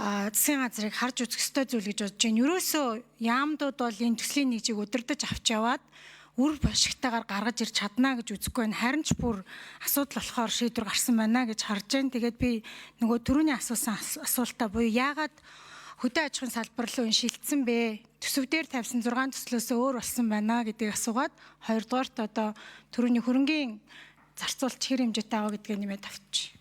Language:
Mongolian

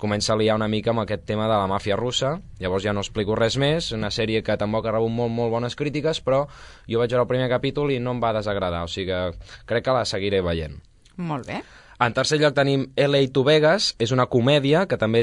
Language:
Catalan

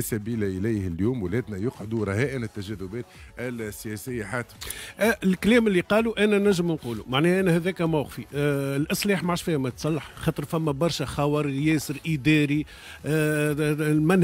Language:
Tunisian Arabic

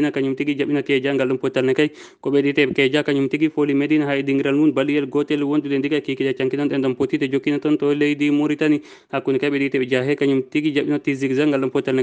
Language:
Fula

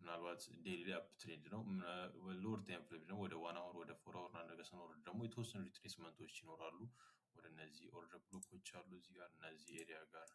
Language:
Amharic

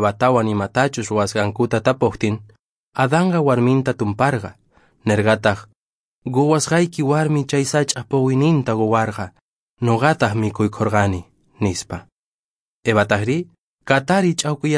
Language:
Quechua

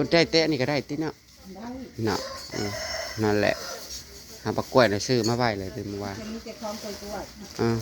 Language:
Northeastern Thai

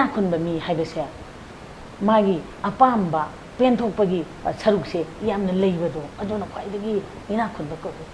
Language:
Manipuri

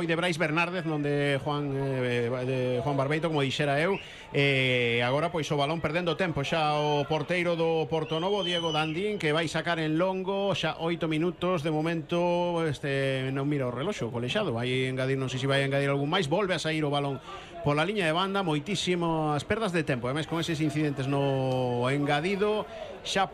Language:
Galician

